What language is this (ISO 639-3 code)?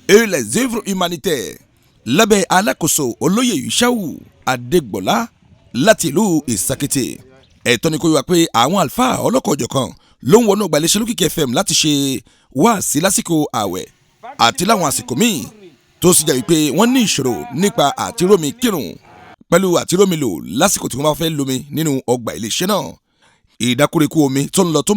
yor